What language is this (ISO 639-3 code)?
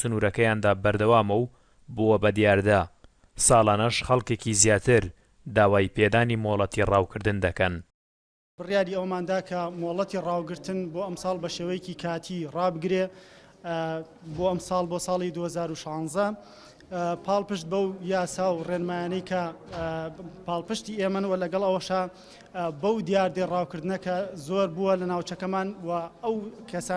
ckb